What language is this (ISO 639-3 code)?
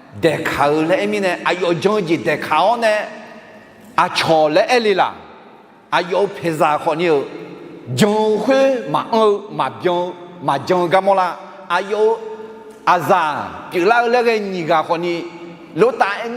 ahk